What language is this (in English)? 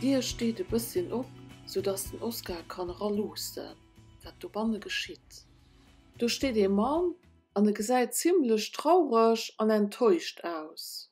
Luxembourgish